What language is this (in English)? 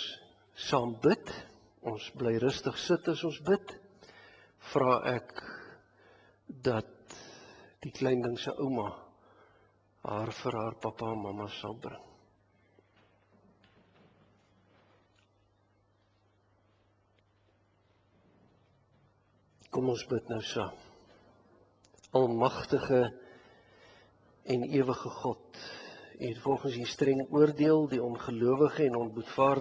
Afrikaans